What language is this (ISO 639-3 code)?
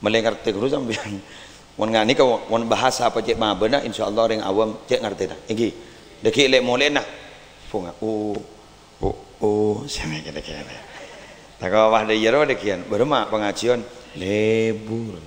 mad